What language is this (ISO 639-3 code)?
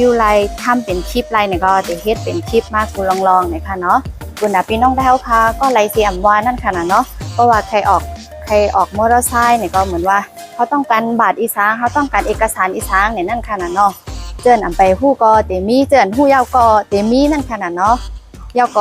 shn